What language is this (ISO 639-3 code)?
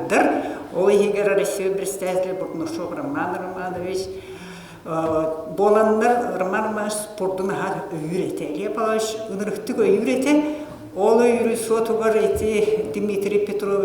sah